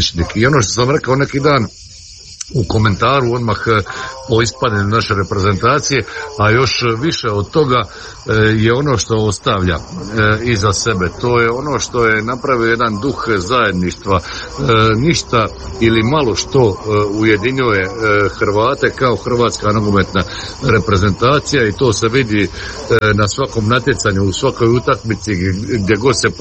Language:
Croatian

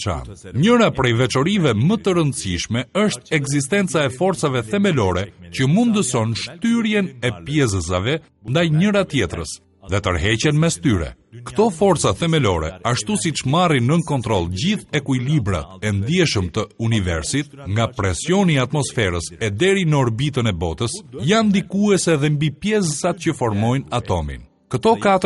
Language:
Albanian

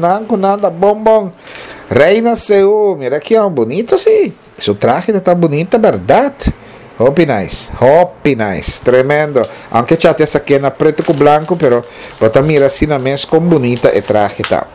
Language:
Papiamento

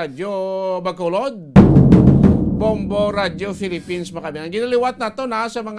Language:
Hiligaynon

